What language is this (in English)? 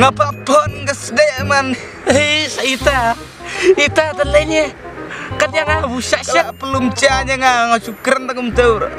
Khasi